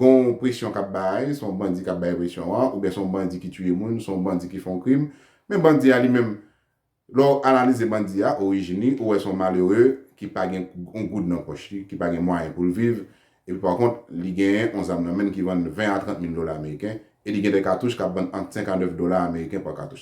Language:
Haitian Creole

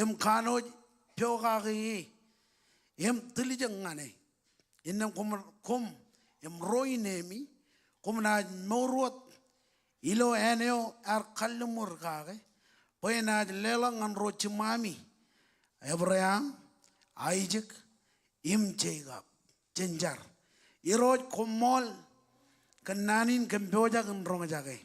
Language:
Marshallese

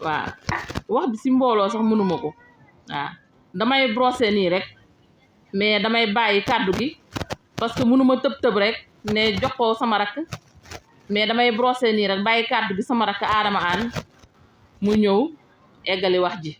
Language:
Wolof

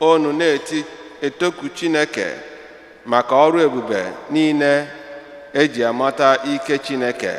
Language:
Igbo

